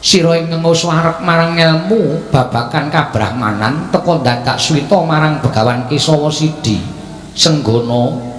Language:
Javanese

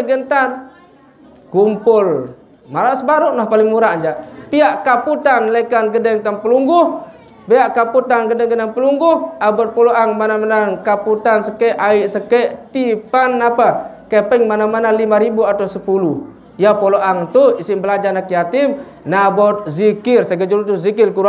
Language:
Sasak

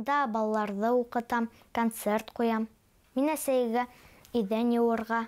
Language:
Bashkir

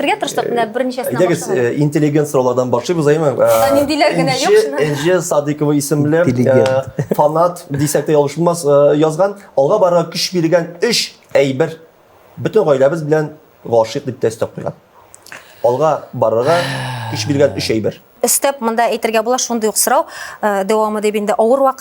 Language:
Tatar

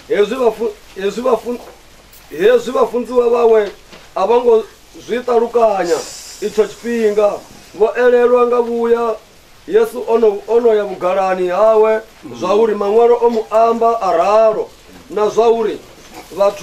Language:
Venda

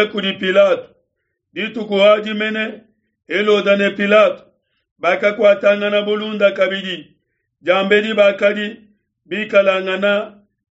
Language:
Luba-Lulua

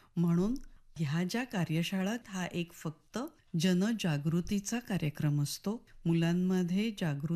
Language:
Marathi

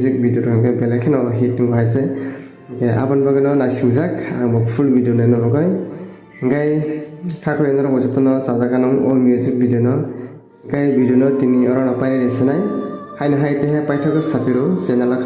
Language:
Kok Borok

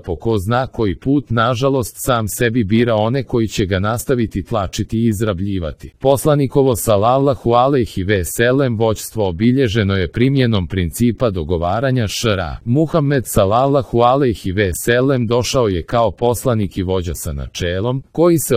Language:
Croatian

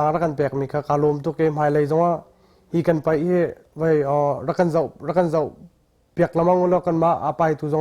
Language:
Hakha Chin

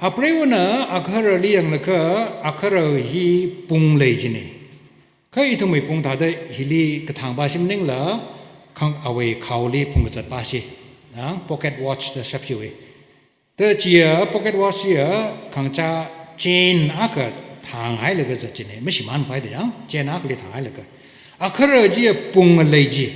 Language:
Tangkhul Naga (India)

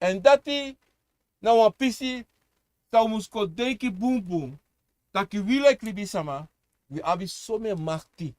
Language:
Sranan Tongo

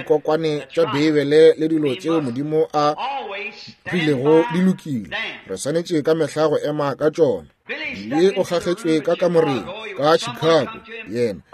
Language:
Northern Sotho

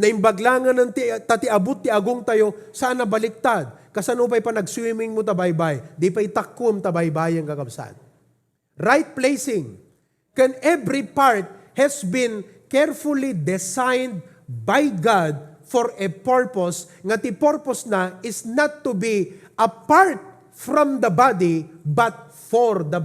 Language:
Iloko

